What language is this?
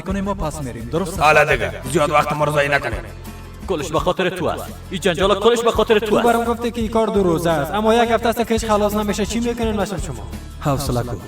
Persian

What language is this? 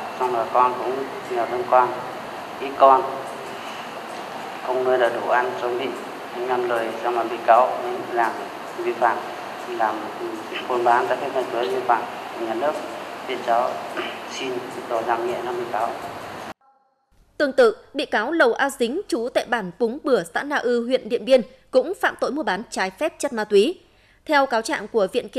Vietnamese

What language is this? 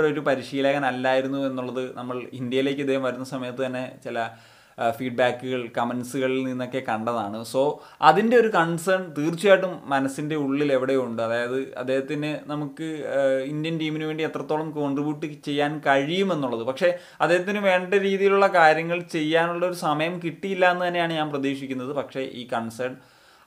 Malayalam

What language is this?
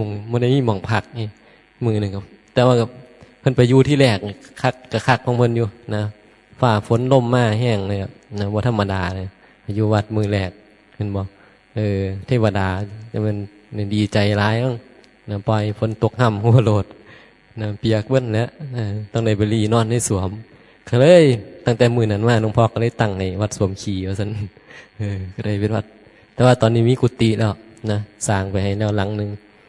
Northeastern Thai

